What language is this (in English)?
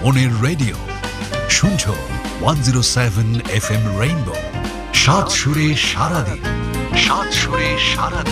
Bangla